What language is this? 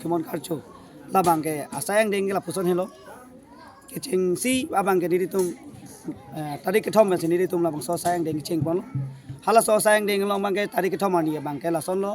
Karbi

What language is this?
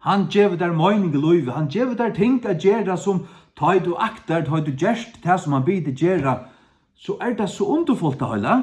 Faroese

